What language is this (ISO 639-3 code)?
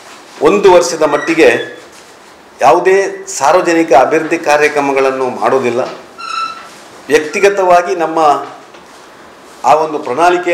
kan